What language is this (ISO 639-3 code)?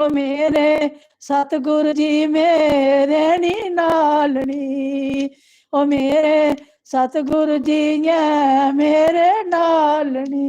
doi